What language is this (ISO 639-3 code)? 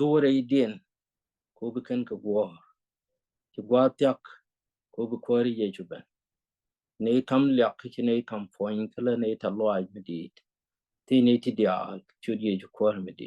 nus